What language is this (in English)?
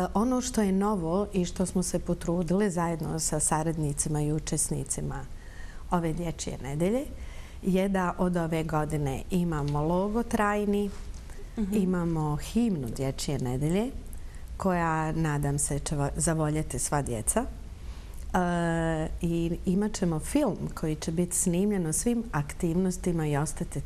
Bosnian